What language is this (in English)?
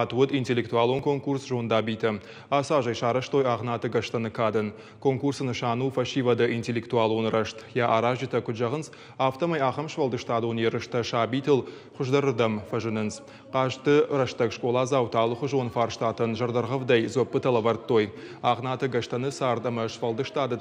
Ossetic